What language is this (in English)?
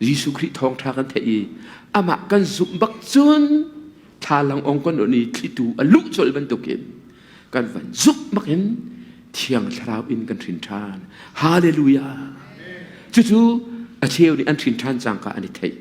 Hakha Chin